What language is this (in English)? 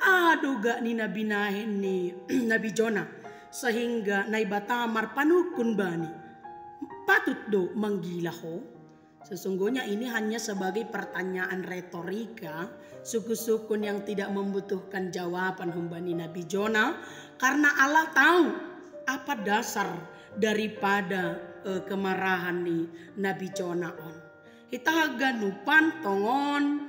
Batak Simalungun